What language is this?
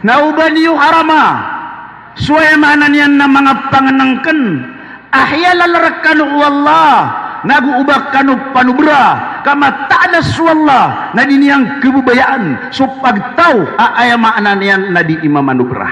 Maranao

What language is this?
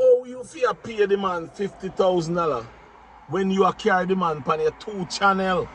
Jamaican Creole English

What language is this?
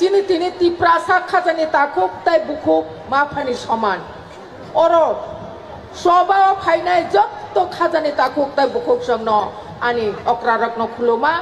Kok Borok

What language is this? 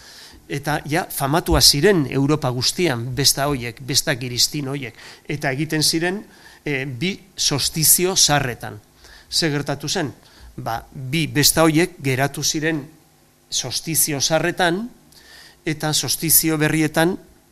Basque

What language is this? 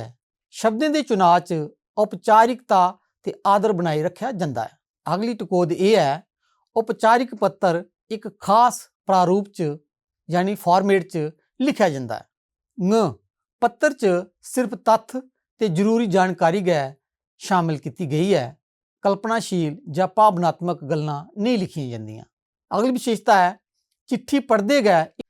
Dogri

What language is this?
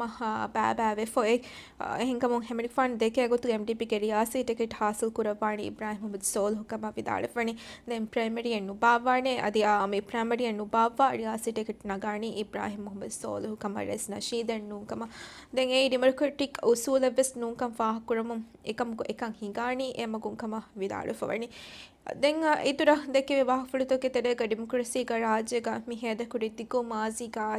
Divehi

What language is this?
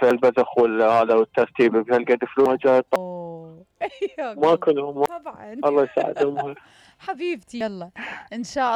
Mesopotamian Arabic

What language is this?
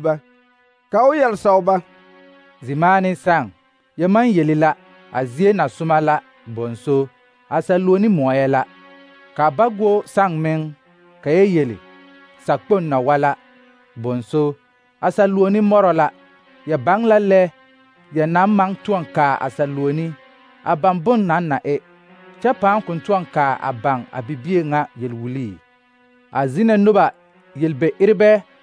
Southern Dagaare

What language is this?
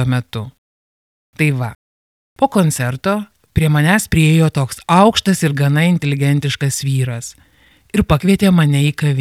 Lithuanian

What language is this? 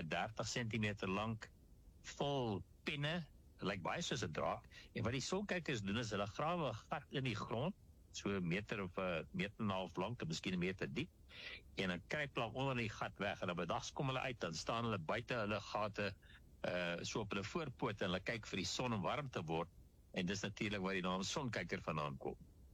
Afrikaans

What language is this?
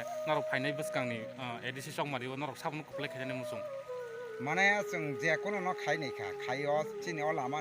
Kok Borok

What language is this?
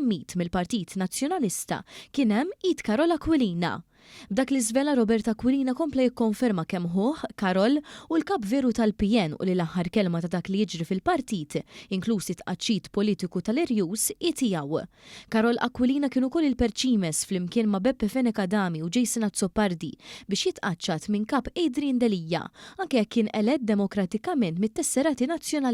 Maltese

